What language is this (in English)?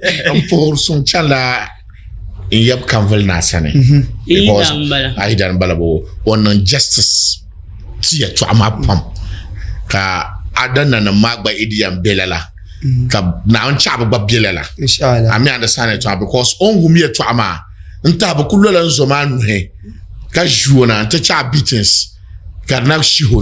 Dagbani